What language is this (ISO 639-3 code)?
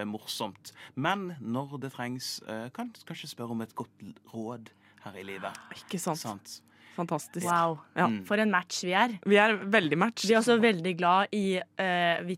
nor